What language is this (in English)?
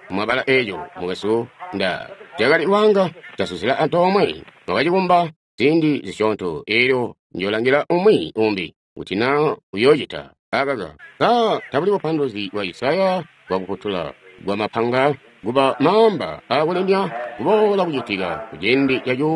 Tonga (Zambia)